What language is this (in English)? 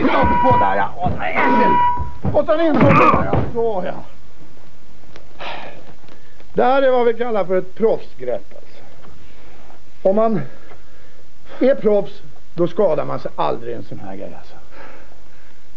Swedish